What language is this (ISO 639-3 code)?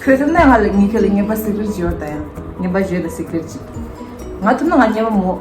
bod